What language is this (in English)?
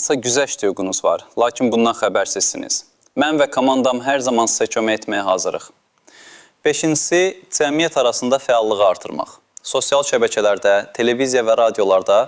Azerbaijani